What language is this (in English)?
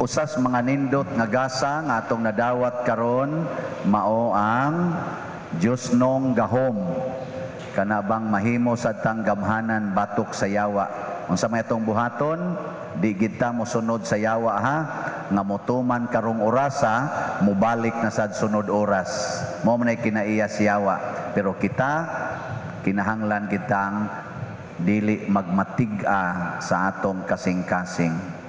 Cebuano